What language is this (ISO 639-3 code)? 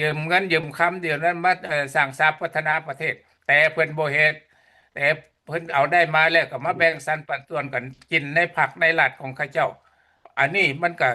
lao